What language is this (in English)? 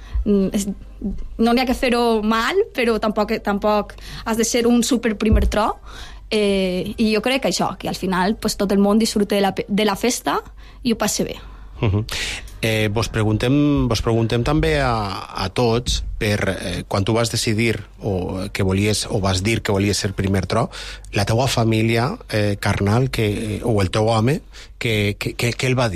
Catalan